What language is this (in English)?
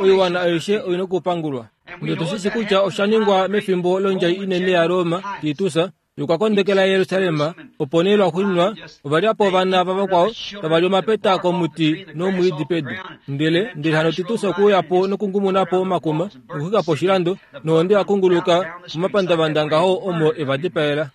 Kuanyama